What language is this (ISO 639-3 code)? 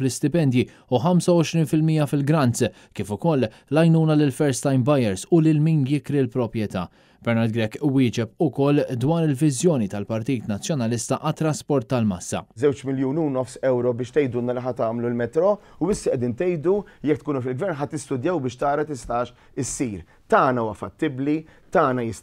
mlt